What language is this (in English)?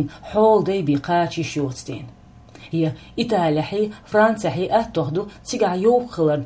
Chechen